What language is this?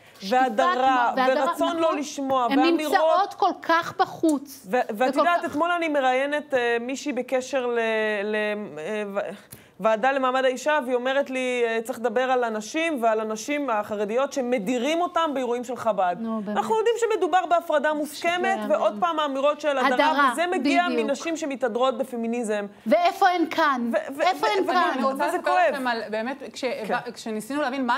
Hebrew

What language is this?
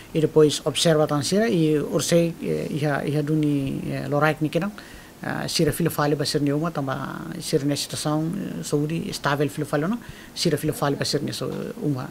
Tetum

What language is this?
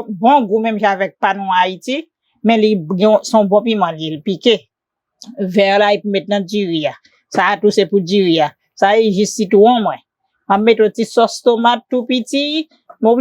Haitian Creole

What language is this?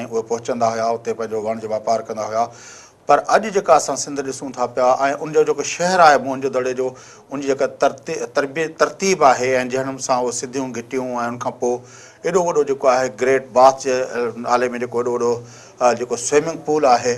Sindhi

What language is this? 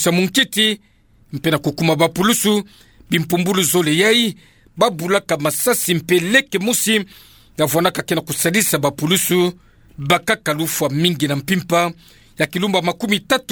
Kituba (Democratic Republic of Congo)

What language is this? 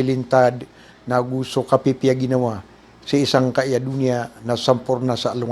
Maranao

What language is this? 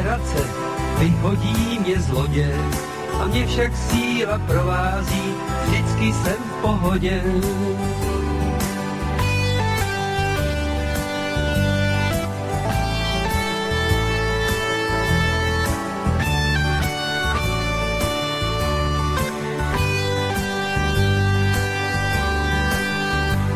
Czech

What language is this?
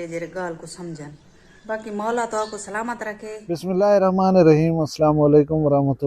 Saraiki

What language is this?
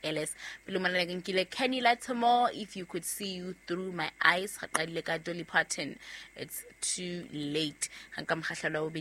Southern Sotho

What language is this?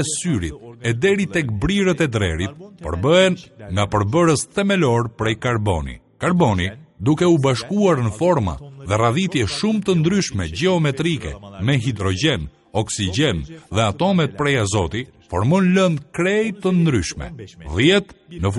Albanian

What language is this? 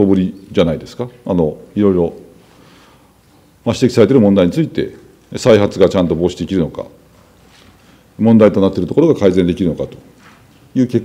Japanese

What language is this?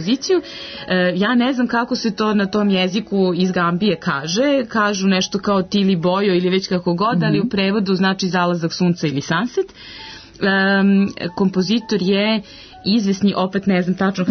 Serbian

